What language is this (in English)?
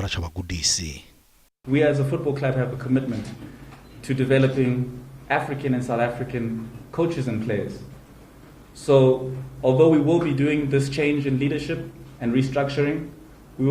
Venda